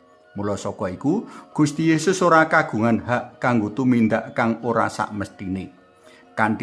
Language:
Javanese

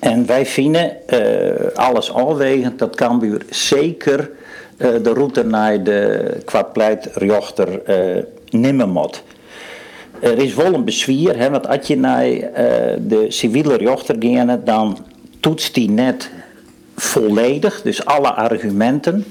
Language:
Western Frisian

